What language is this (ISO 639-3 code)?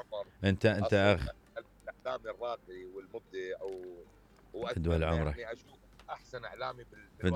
acm